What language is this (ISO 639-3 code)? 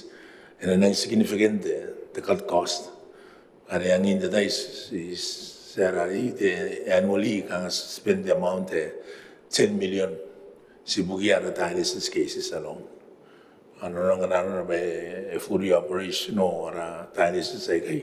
gil